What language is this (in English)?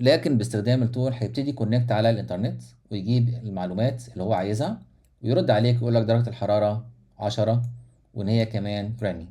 Egyptian Arabic